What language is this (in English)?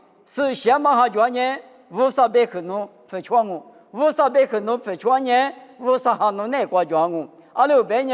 Lisu